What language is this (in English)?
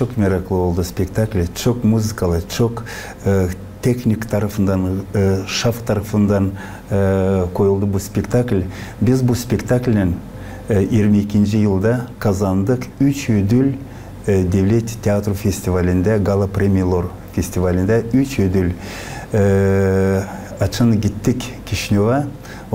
Gagauz